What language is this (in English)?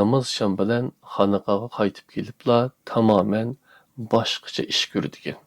Uyghur